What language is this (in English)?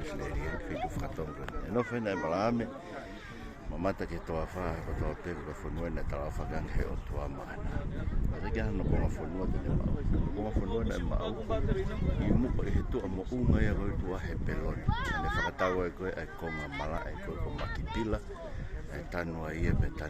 Tongan